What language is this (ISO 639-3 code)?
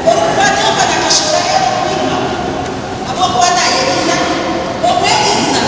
nyn